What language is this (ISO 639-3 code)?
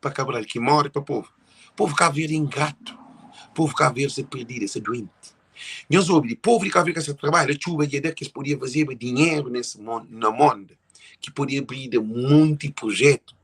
kea